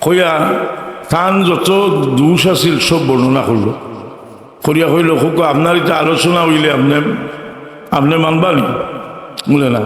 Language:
Sylheti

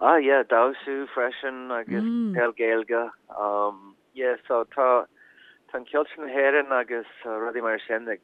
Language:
Irish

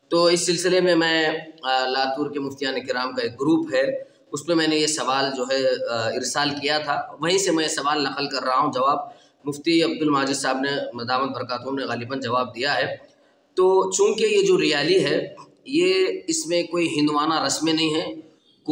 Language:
Urdu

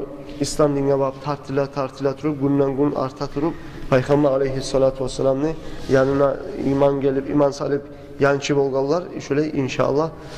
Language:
Kumyk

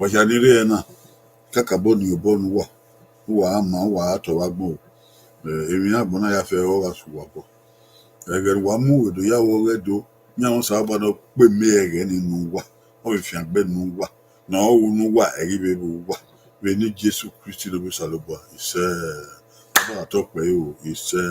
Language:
Bini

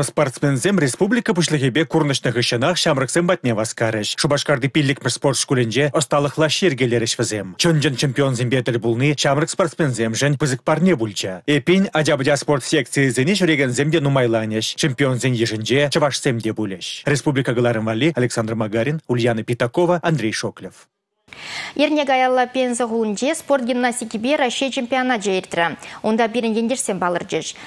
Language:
Chuvash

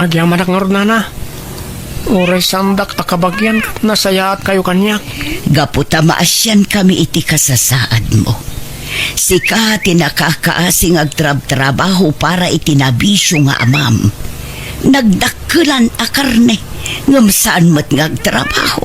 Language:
Iloko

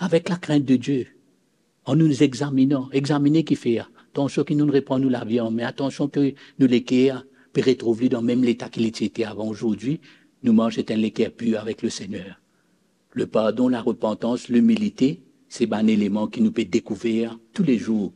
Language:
Morisyen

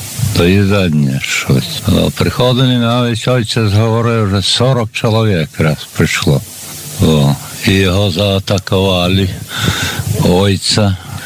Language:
Ukrainian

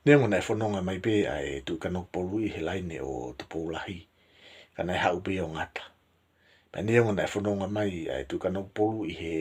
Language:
Tongan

